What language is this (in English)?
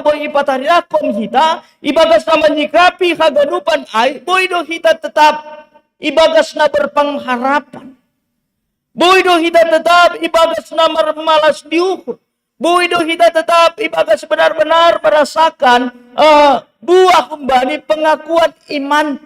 Batak Simalungun